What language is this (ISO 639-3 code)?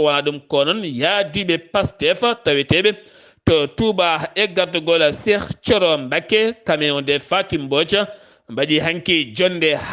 ful